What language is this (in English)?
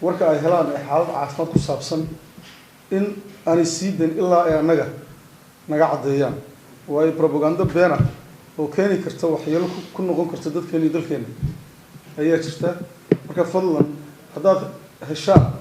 Somali